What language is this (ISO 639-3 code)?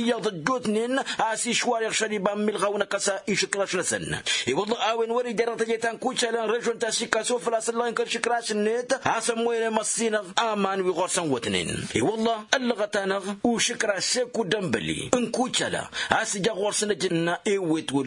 taq